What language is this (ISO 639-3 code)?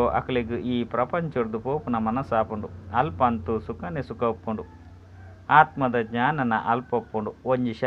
tcy